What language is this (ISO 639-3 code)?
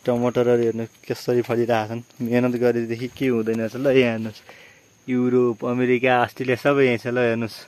nep